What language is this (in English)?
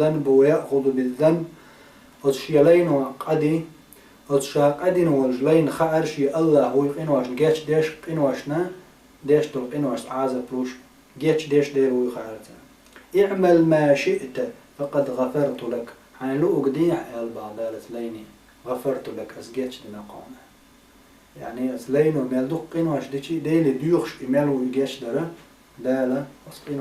Chechen